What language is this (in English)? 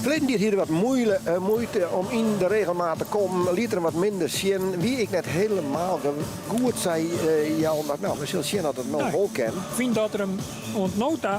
Western Frisian